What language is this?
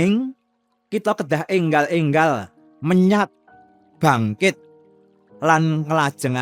Javanese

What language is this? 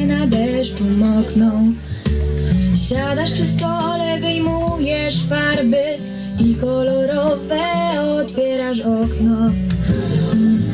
Polish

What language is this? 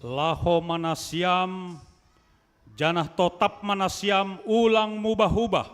Batak Simalungun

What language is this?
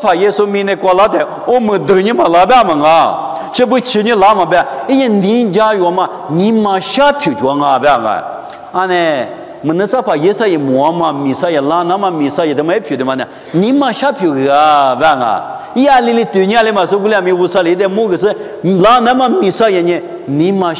Lisu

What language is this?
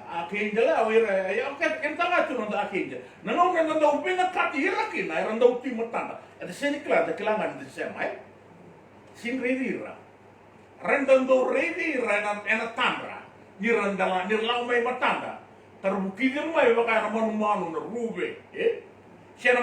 Fijian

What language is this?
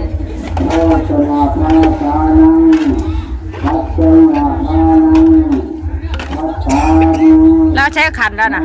Northeastern Thai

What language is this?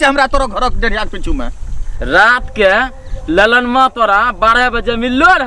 Angika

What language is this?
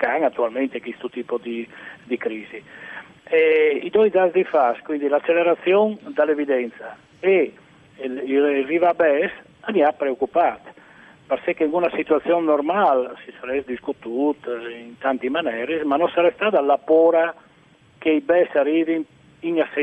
Friulian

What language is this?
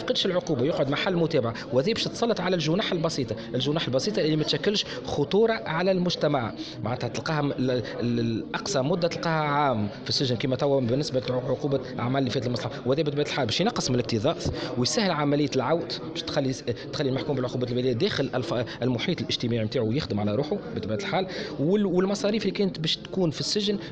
Tunisian Arabic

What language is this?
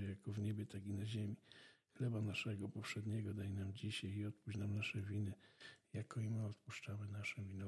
Polish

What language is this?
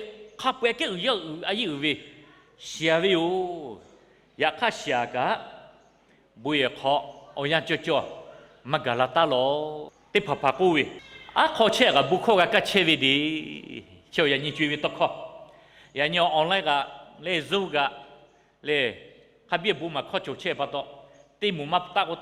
Lahu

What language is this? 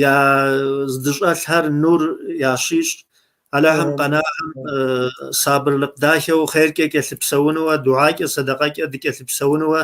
Kabardian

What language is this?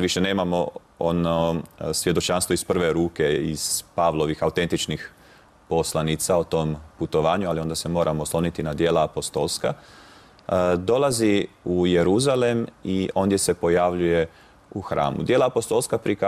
Croatian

